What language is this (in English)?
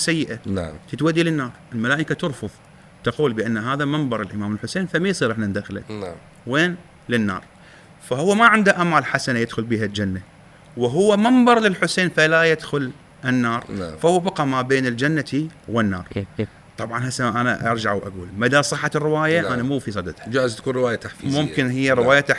Mesopotamian Arabic